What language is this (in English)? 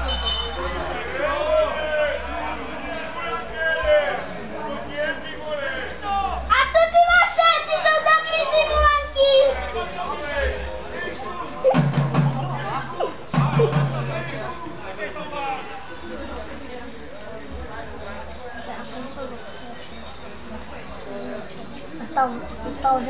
Czech